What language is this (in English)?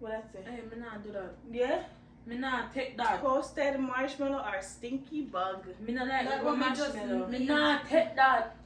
Jamaican Creole English